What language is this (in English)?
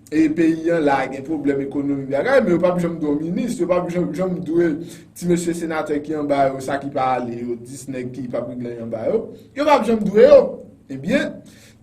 Haitian Creole